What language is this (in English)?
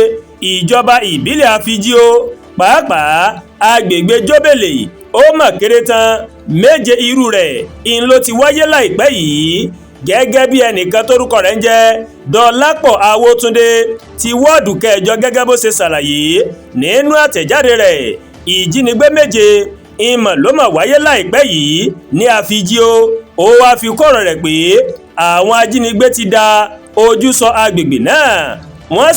Yoruba